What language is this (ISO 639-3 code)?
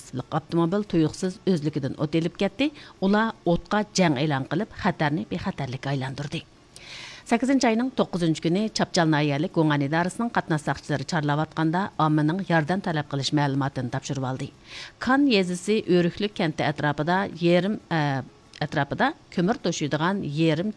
uig